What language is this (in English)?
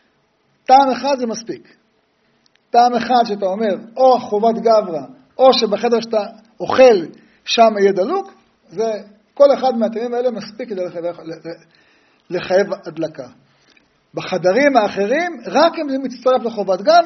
Hebrew